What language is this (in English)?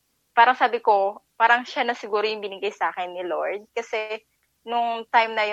Filipino